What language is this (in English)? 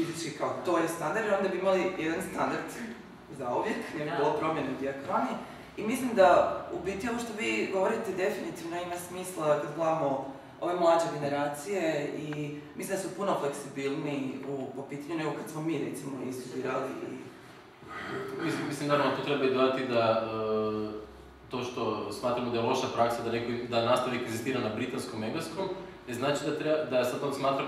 Croatian